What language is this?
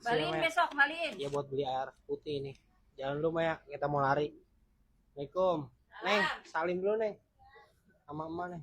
Betawi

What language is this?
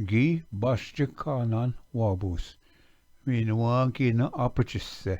Ojibwa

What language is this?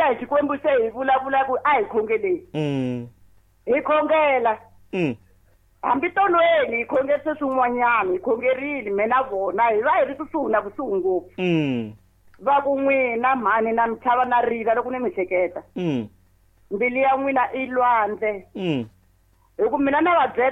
Tsonga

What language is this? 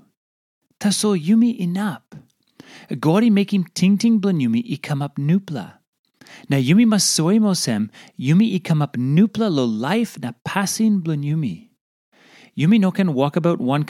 Tok Pisin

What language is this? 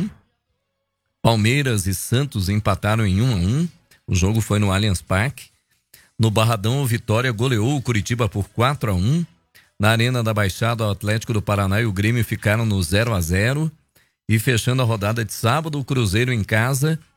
Portuguese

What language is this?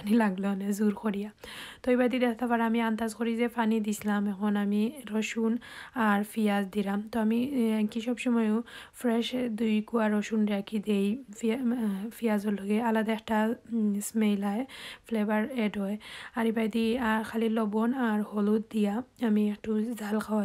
Sylheti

